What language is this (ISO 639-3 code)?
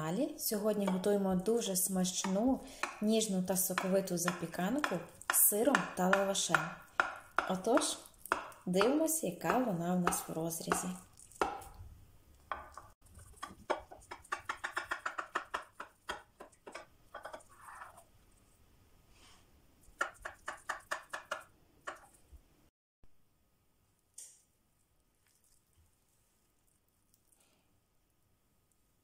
ukr